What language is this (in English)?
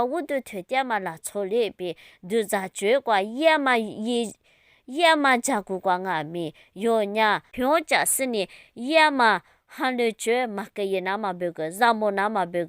Lisu